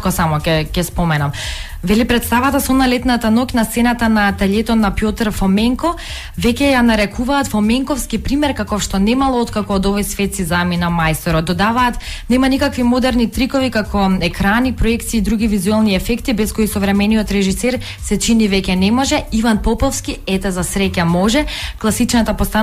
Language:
Macedonian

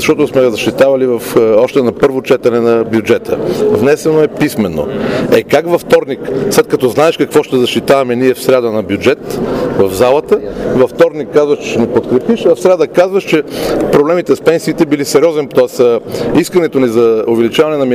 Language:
Bulgarian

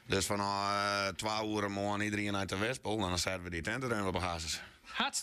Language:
Western Frisian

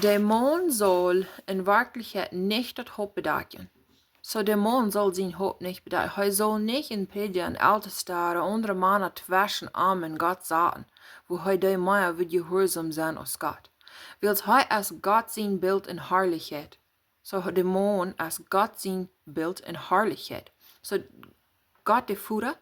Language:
Plautdietsch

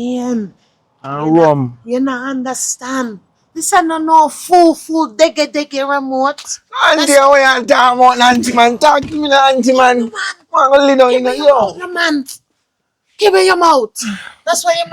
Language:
Jamaican Creole English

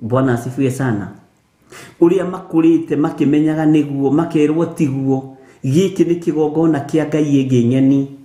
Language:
Kikuyu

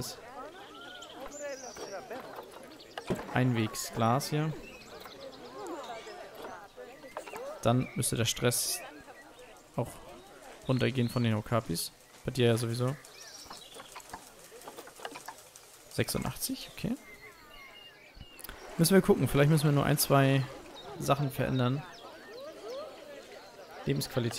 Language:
German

